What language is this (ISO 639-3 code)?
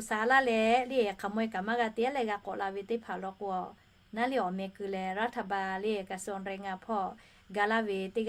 lhu